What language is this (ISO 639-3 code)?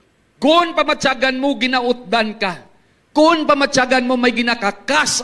hil